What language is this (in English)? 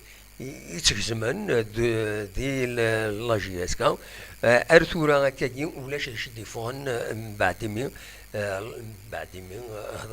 Kabyle